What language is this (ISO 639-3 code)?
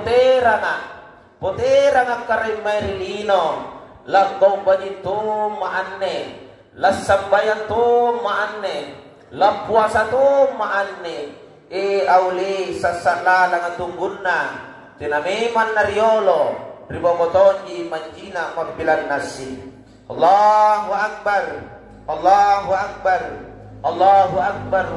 mak